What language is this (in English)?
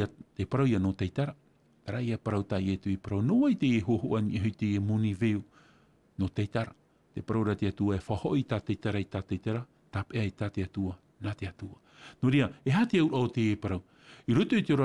Tahitian